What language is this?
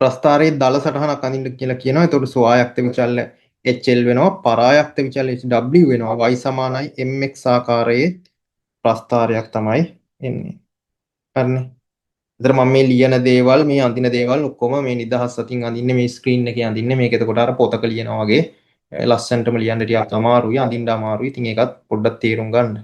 Sinhala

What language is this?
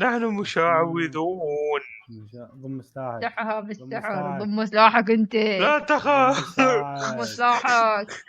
Mesopotamian Arabic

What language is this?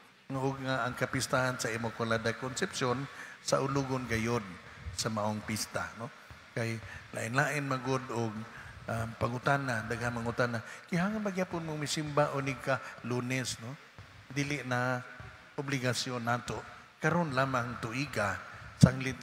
Cebuano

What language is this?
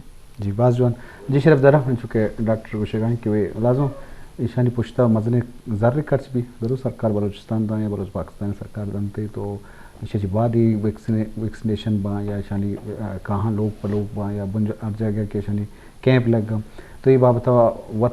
Eastern Balochi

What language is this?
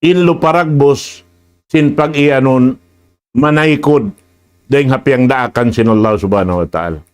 Tausug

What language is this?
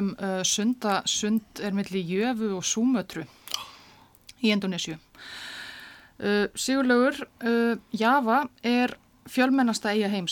Icelandic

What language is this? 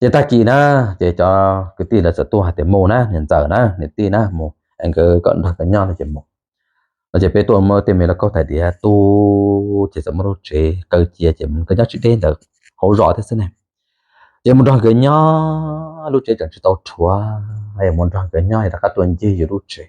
Hmong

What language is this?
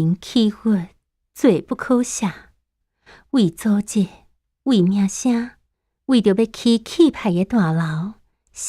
Min Nan Chinese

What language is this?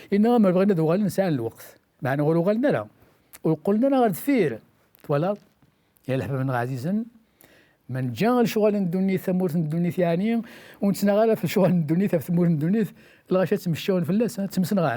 Kabyle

